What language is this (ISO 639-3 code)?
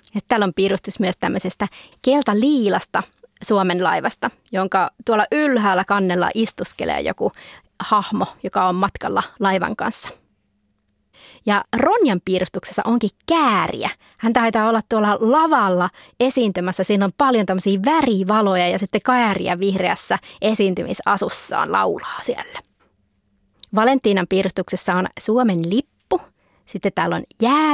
fin